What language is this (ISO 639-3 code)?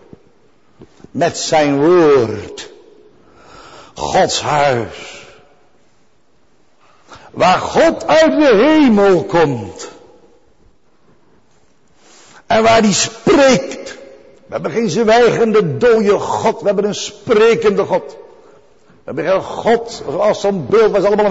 nld